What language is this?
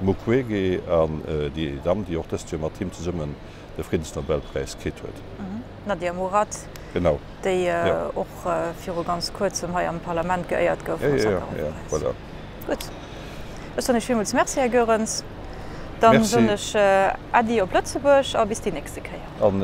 Luxembourgish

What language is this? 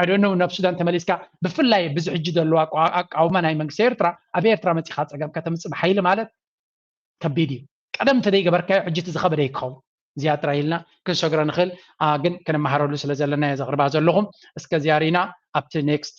Tigrinya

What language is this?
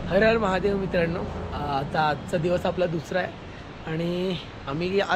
Marathi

